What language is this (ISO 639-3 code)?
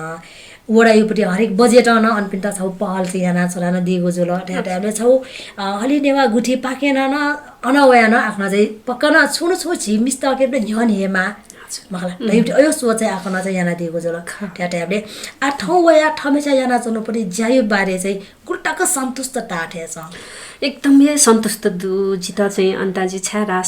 new